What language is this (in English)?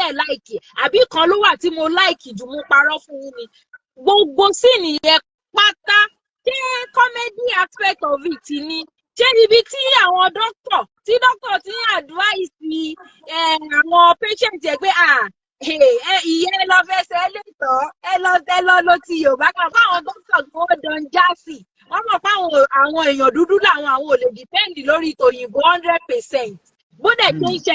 Yoruba